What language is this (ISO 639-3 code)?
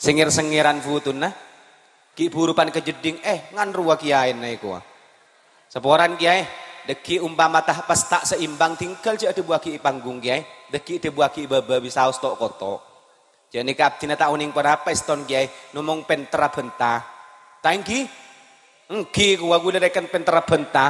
mad